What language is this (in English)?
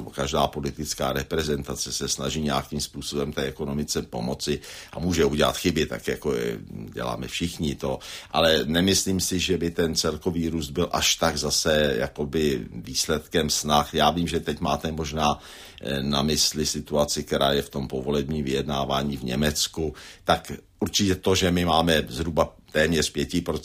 Czech